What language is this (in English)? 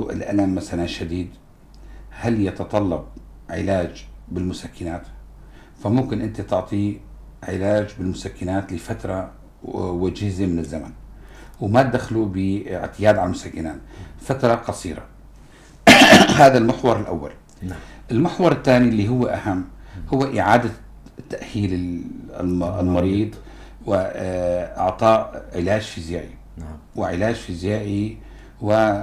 North Levantine Arabic